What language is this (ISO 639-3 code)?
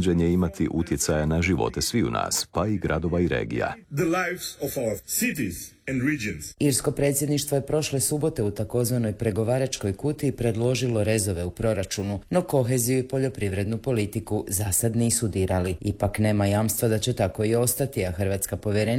hrv